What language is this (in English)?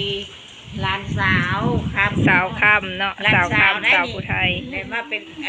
Northeastern Thai